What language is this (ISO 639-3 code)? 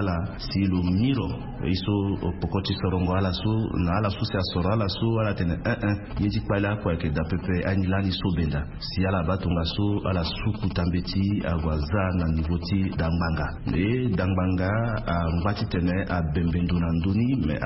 sag